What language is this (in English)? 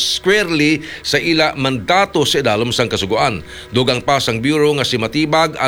Hiligaynon